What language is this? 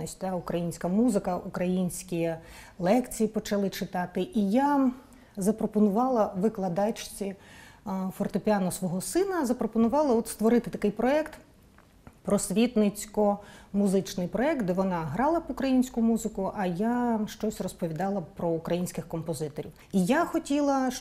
Ukrainian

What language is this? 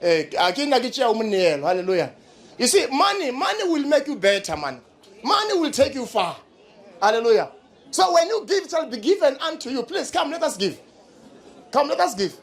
Northern Sotho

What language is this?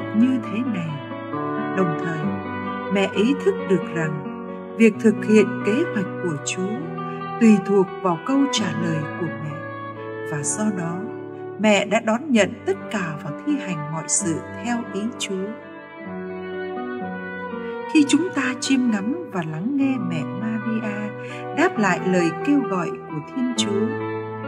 Vietnamese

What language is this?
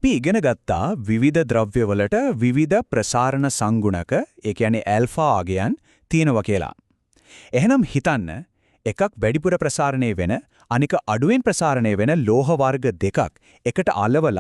Sinhala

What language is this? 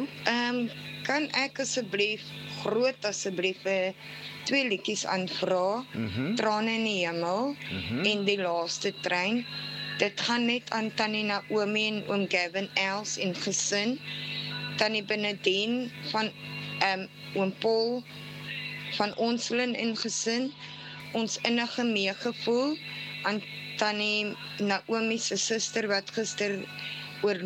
Afrikaans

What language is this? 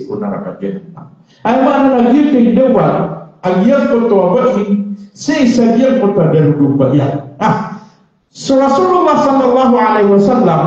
Maranao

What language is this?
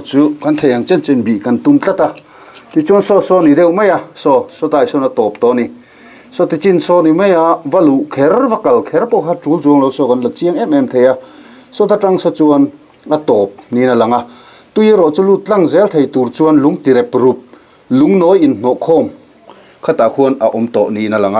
Mizo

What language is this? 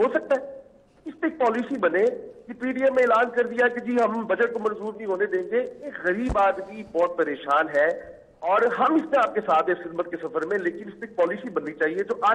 Urdu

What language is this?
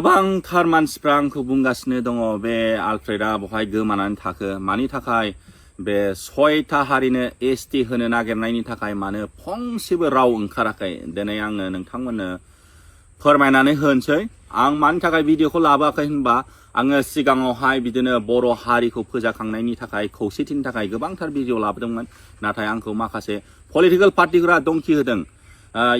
Bodo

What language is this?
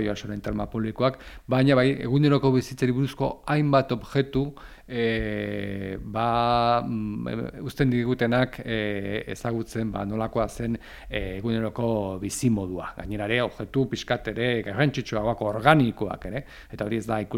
Basque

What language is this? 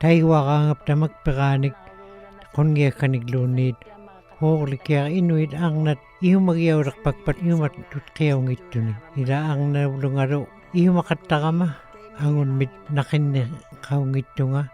Western Canadian Inuktitut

